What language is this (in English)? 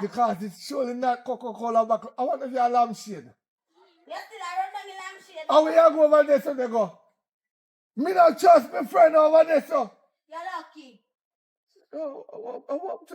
Jamaican Creole English